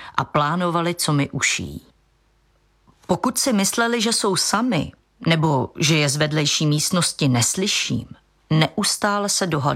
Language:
Czech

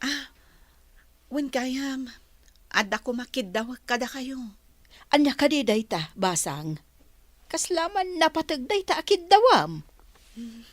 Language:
Iloko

